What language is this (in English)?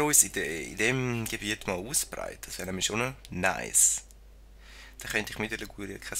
Swiss German